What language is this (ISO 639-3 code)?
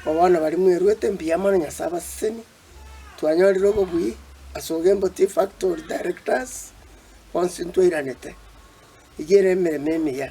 guz